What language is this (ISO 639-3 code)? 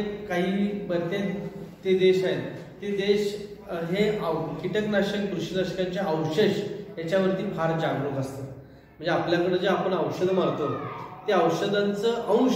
mar